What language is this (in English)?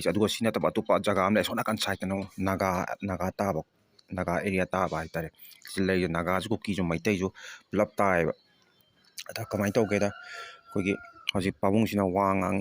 Manipuri